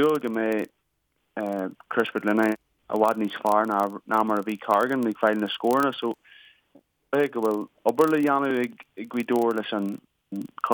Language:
Irish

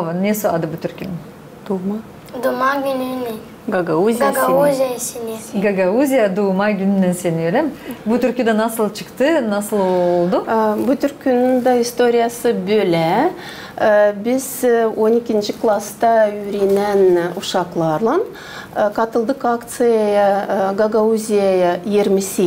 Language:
Gagauz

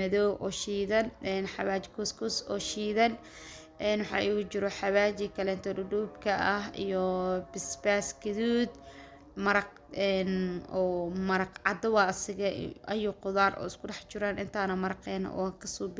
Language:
Somali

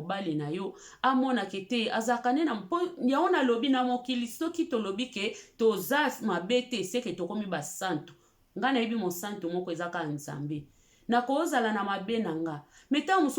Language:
Lingala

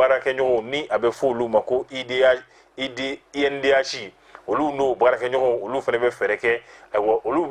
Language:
Bambara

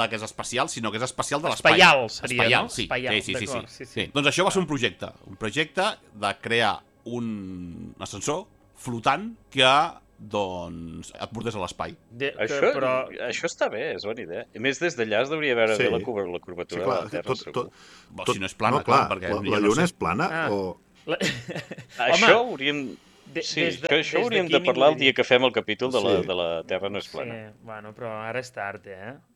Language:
Catalan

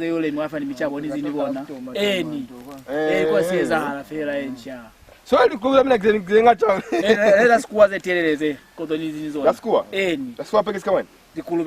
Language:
Lozi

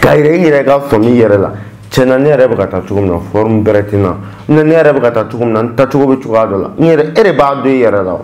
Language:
Bambara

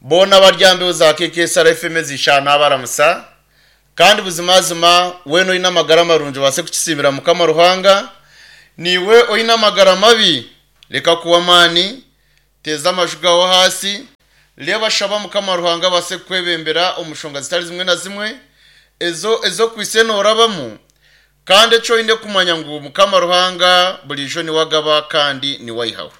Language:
Nyankole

